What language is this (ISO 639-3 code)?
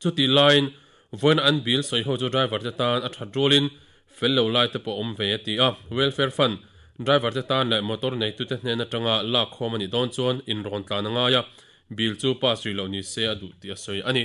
lus